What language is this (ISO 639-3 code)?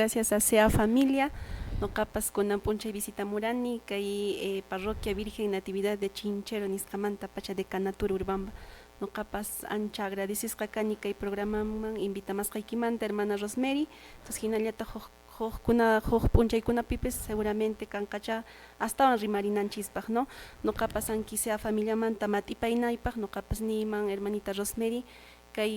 que